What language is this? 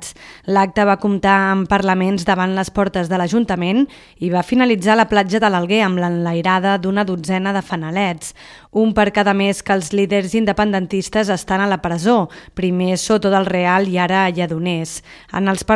Catalan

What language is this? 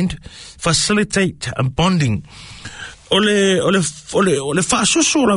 Samoan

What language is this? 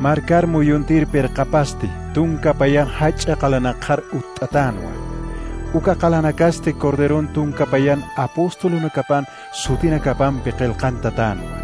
Aymara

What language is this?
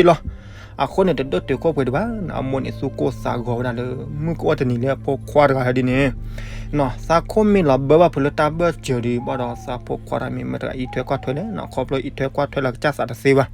S'gaw Karen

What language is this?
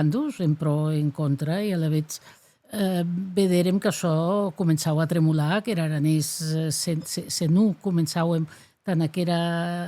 Occitan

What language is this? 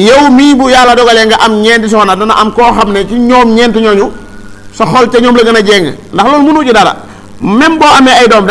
Wolof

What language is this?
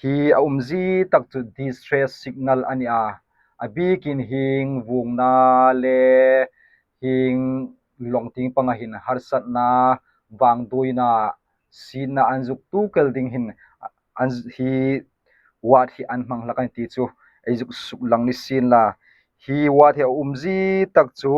Hmar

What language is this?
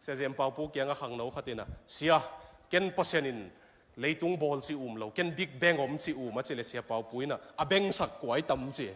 Tedim Chin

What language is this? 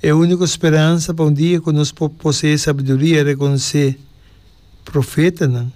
Papiamento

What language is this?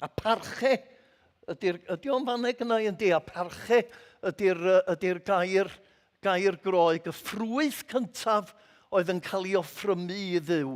Welsh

